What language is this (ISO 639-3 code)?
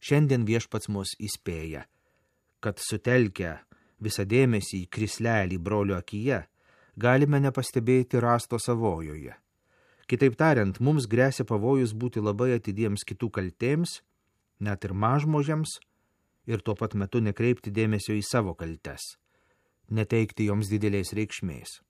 lit